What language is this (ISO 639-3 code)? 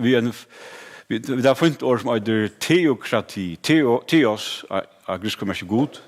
fao